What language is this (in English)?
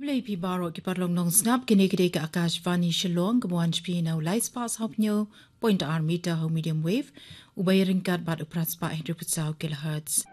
Khasi